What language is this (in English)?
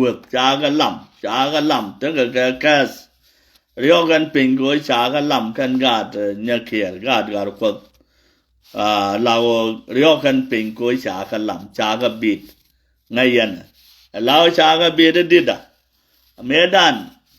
Nuer